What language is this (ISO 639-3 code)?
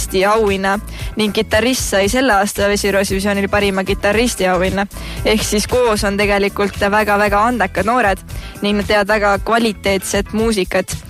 est